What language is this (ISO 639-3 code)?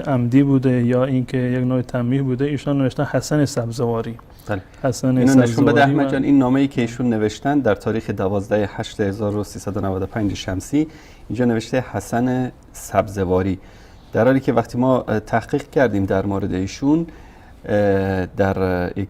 fas